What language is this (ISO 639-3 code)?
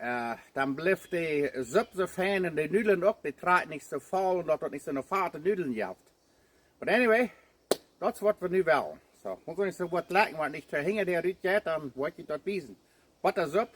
pdt